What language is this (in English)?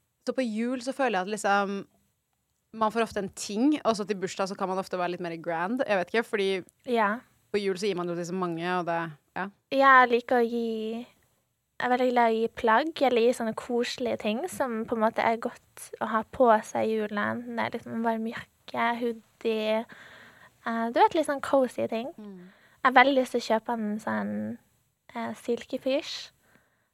Norwegian